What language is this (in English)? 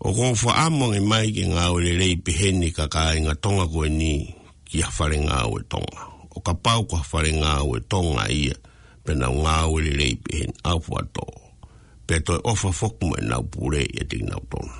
Tongan